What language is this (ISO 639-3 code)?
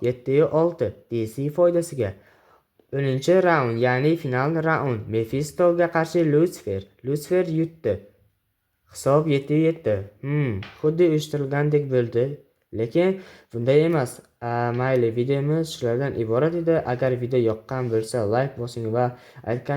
uzb